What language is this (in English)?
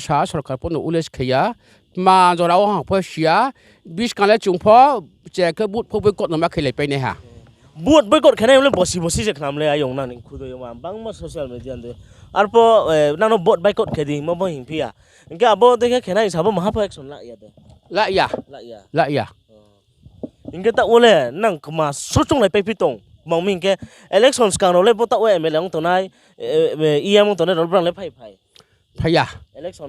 Riang (India)